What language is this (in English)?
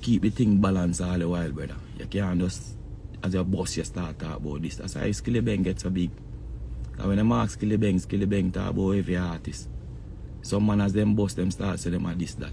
Jamaican Creole English